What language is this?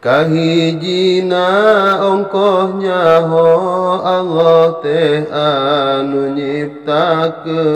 Sundanese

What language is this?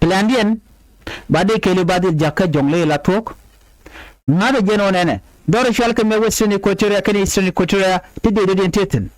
Nuer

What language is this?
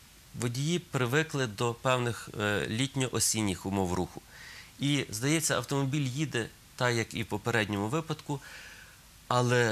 Ukrainian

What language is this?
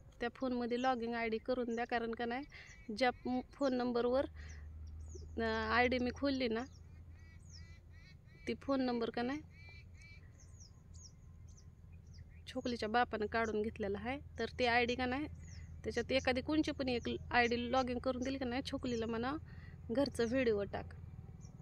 Marathi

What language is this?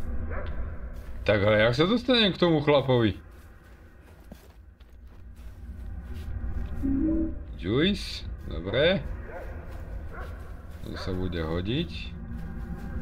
Slovak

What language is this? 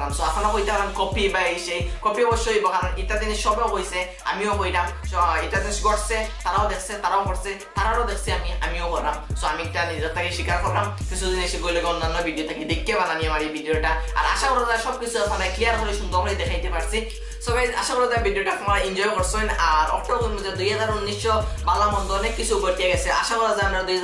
Sylheti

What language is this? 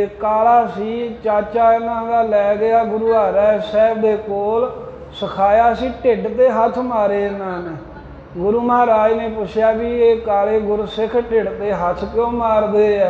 Punjabi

